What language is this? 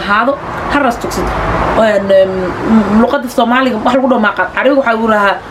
Somali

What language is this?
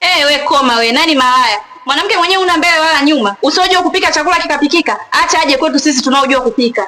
Swahili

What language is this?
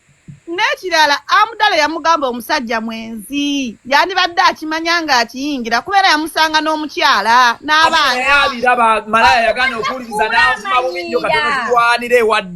Ganda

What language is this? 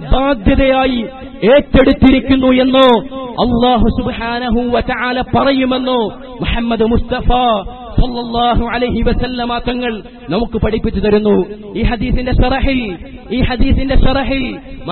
Malayalam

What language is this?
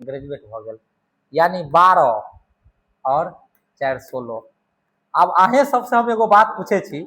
Maithili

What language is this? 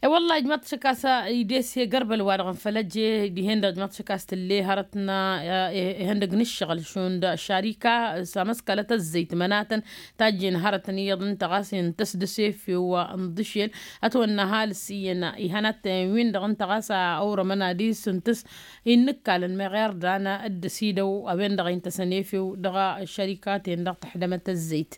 Tamasheq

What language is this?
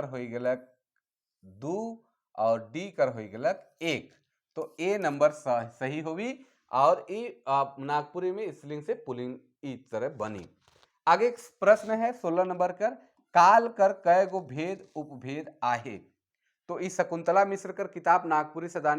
Sadri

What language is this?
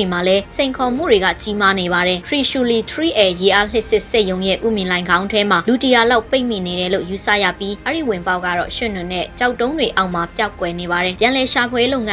Burmese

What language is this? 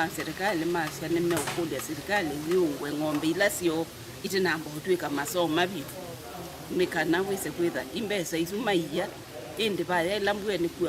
Kamba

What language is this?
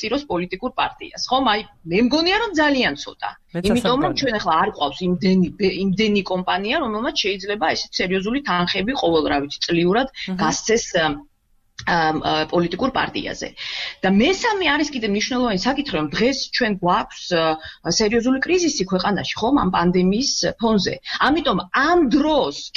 Georgian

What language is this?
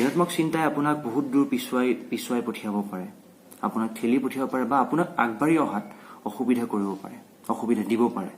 Assamese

